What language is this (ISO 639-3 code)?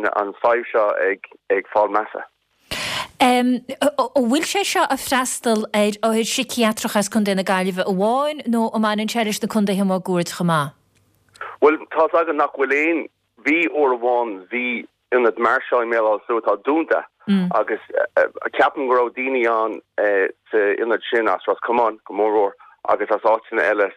gle